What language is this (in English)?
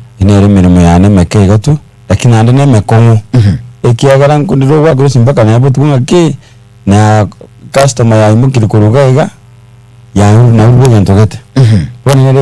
Gusii